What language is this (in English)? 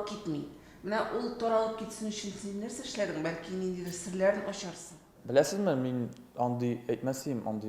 Tatar